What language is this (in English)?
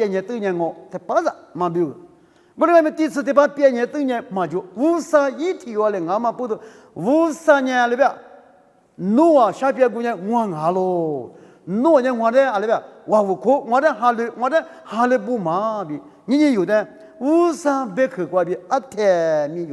Lisu